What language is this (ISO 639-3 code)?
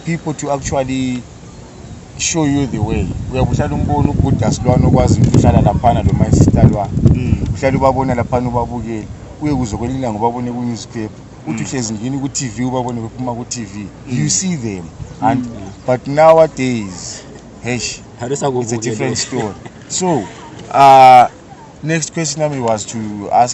nde